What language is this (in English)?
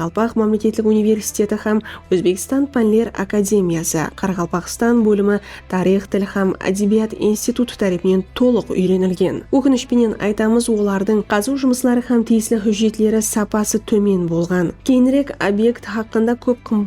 Kara-Kalpak